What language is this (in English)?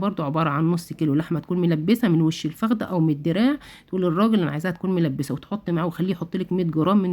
Egyptian Arabic